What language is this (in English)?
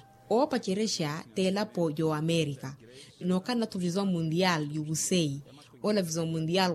Makhuwa